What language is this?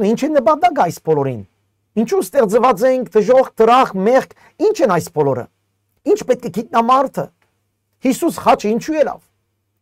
Western Armenian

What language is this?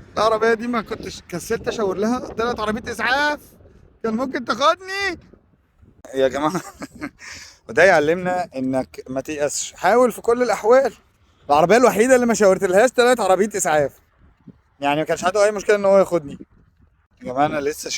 Egyptian Arabic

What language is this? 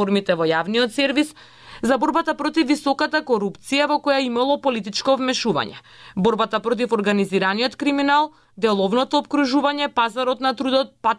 Macedonian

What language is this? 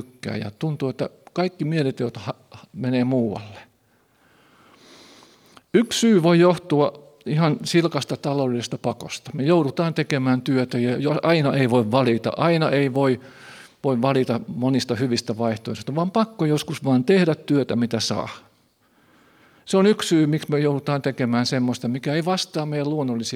Finnish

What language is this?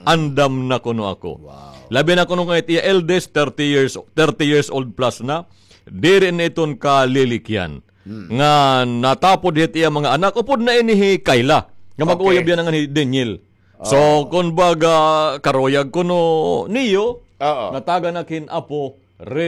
Waray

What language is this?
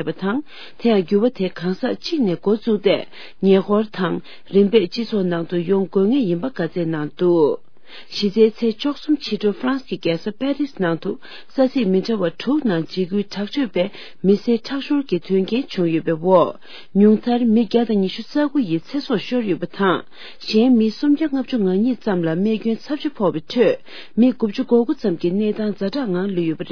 Tibetan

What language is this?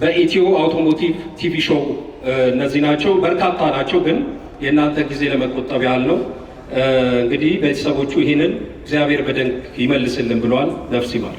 Amharic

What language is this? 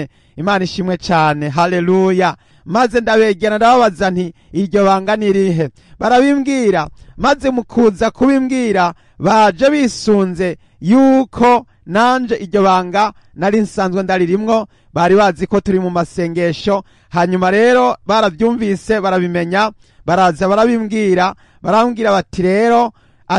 Rundi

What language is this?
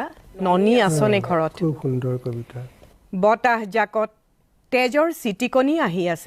Assamese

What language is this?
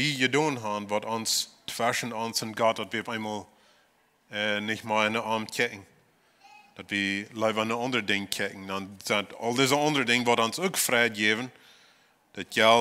Plautdietsch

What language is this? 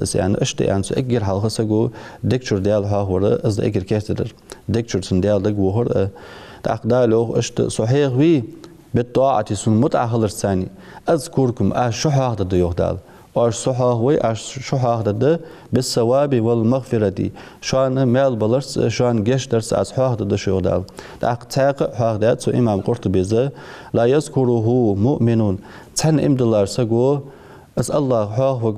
Ingush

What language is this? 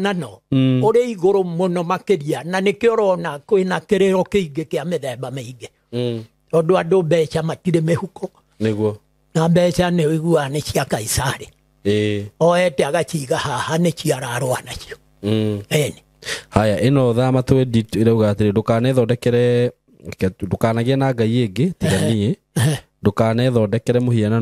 Kikuyu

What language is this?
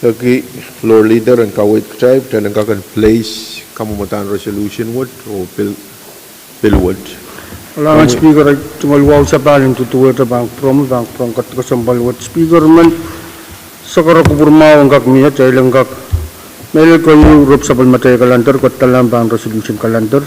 Pohnpeian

